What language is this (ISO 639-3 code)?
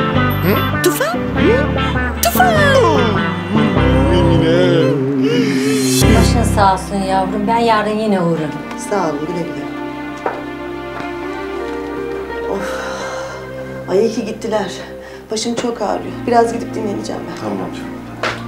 tur